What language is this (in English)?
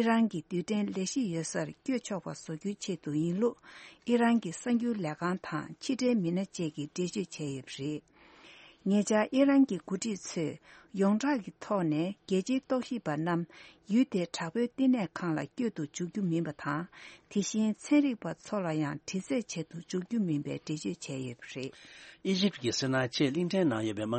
Tibetan